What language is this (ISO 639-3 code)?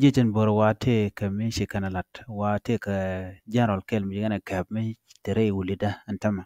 nus